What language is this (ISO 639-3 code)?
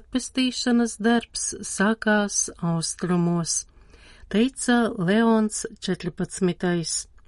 lav